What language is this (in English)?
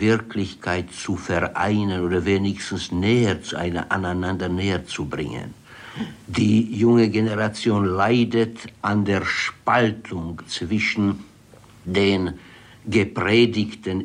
German